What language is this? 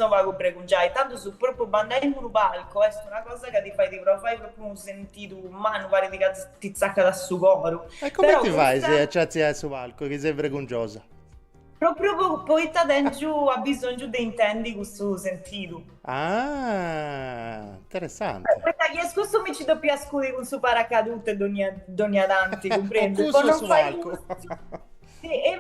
Sardinian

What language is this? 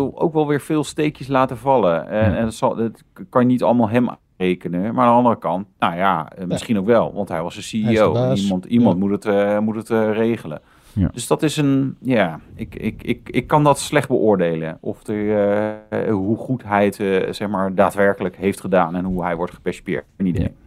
Dutch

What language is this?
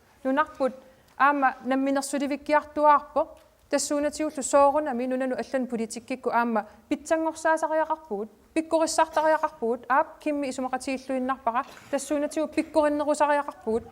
Kalaallisut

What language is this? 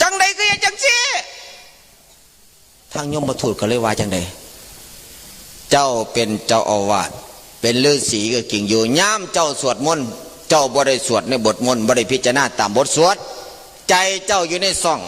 Northeastern Thai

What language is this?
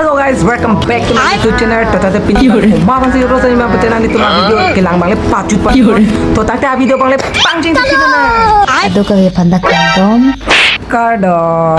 Karbi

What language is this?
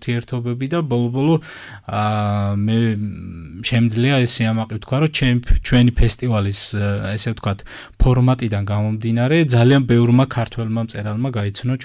Georgian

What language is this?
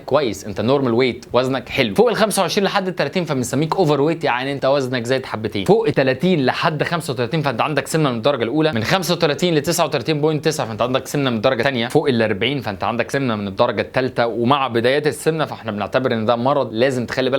Egyptian Arabic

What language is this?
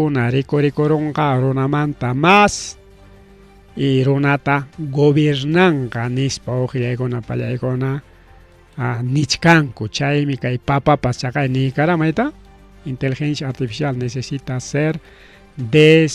Ayacucho Quechua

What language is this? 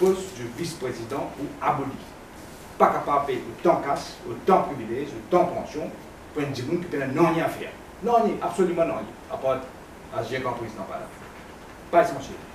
Morisyen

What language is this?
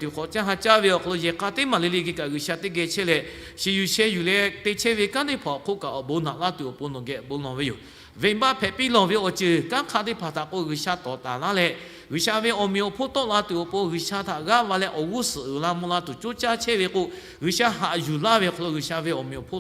Lahu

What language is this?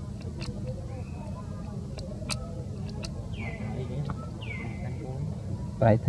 Vietnamese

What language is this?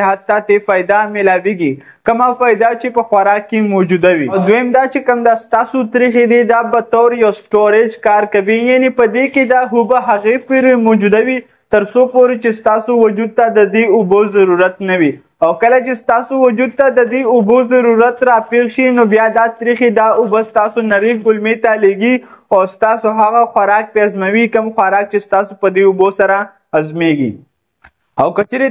Pashto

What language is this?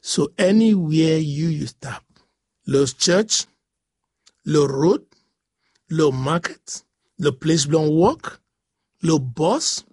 Bislama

